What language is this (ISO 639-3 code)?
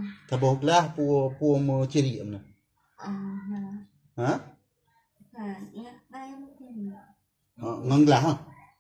ace